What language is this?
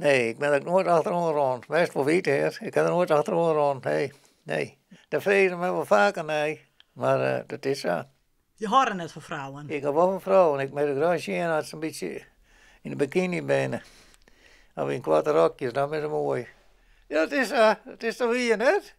Western Frisian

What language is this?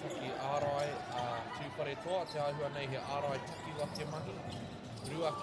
Māori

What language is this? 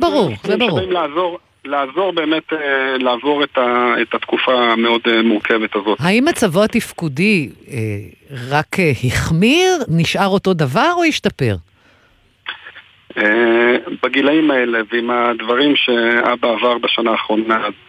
Hebrew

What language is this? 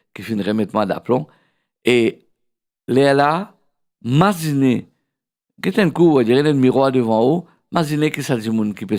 Morisyen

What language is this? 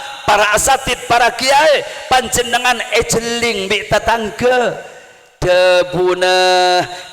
Madurese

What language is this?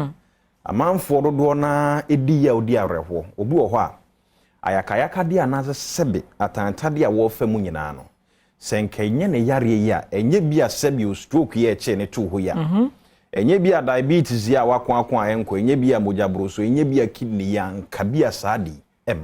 Akan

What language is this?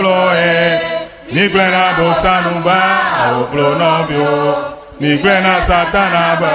Ewe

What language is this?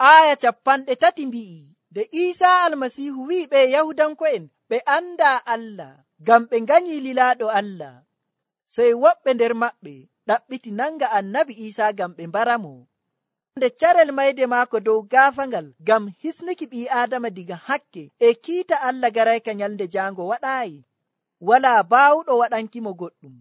Nigerian Fulfulde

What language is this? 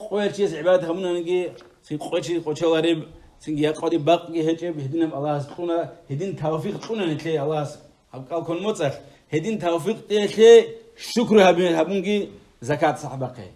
Avaric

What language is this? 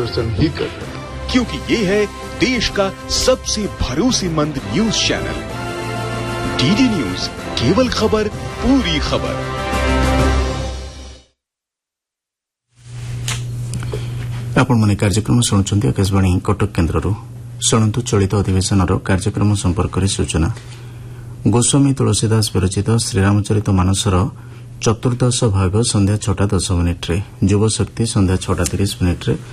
Odia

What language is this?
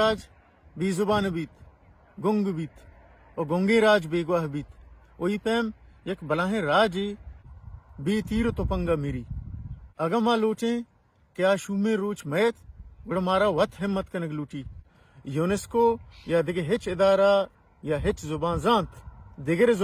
Baluchi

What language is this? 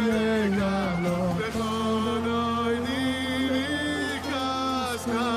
Yiddish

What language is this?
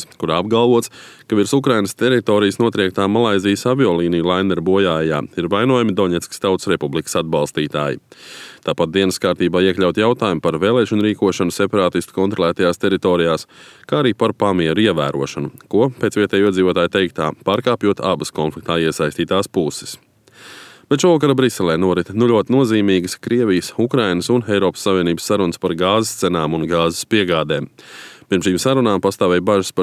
Latvian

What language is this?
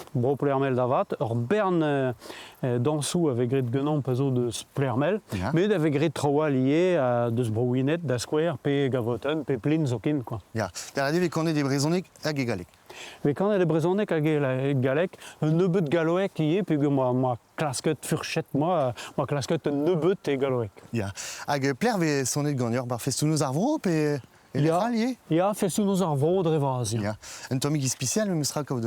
Breton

